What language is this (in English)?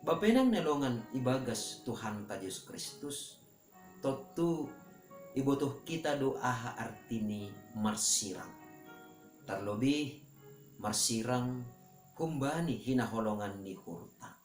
Batak Simalungun